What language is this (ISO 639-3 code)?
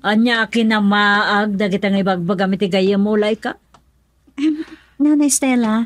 ilo